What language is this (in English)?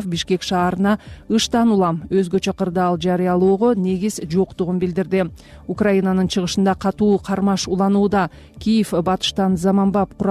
Kyrgyz